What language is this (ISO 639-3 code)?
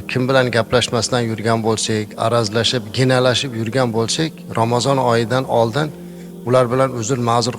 uzb